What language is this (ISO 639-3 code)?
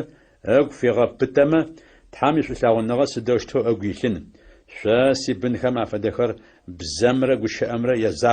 ady